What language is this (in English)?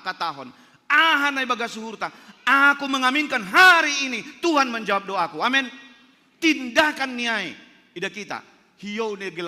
Batak Simalungun